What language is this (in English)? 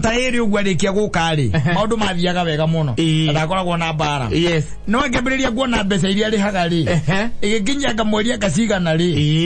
Kikuyu